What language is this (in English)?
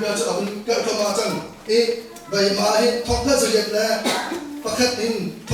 Hakha Chin